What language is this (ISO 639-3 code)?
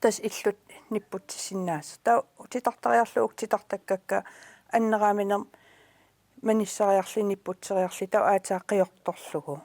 kal